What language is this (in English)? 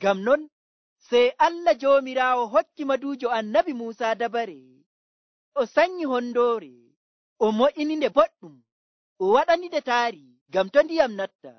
Nigerian Fulfulde